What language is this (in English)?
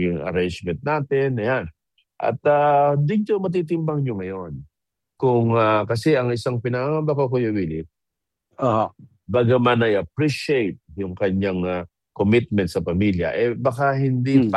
Filipino